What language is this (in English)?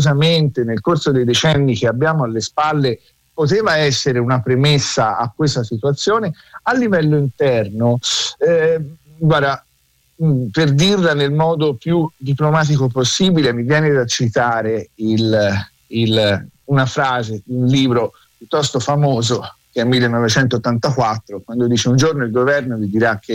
Italian